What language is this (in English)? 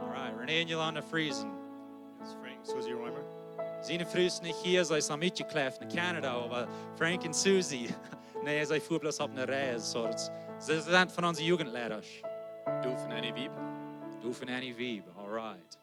Plautdietsch